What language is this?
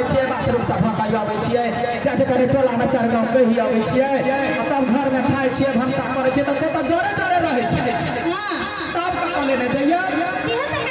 Maithili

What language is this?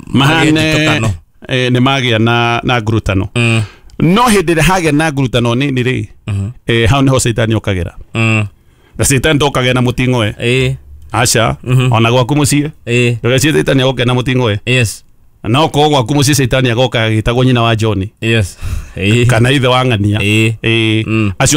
Kikuyu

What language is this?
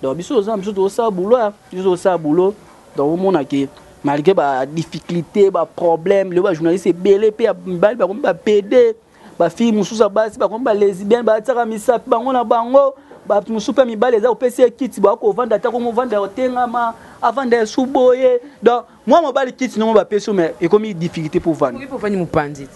Lingala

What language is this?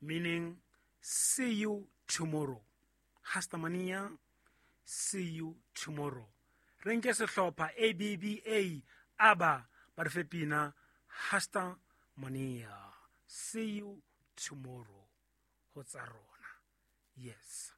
Southern Sotho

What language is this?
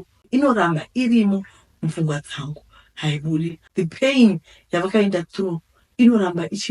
Shona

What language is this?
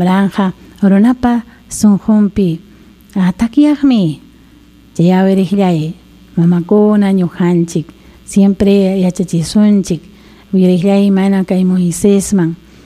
Ayacucho Quechua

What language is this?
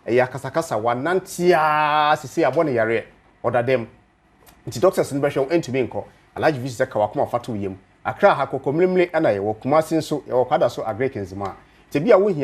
Akan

